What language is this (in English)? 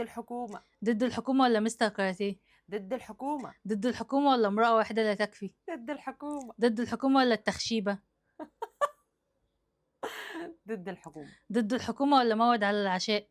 Egyptian Arabic